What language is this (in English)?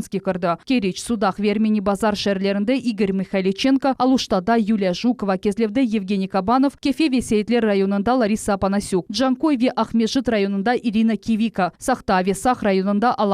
Crimean Tatar